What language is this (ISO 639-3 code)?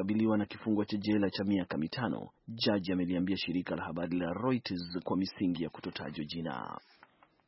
swa